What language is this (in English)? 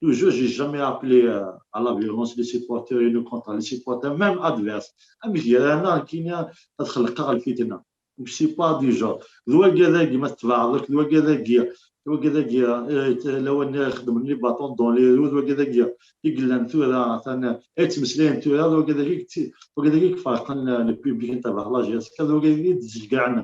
Kabyle